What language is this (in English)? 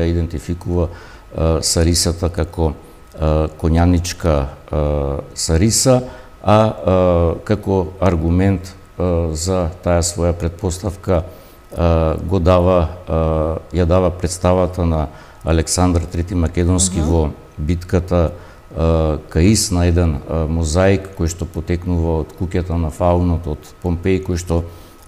Macedonian